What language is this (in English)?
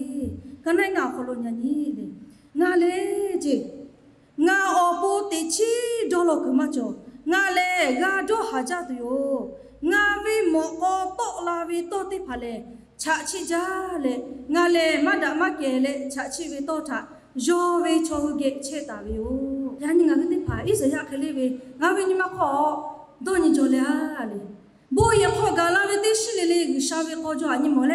Lahu